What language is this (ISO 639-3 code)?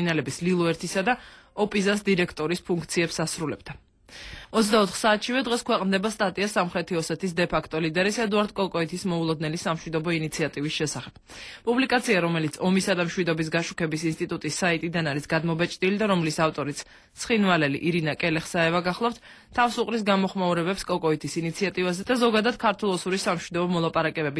kat